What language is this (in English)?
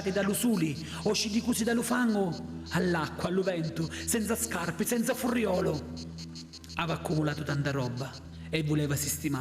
Sicilian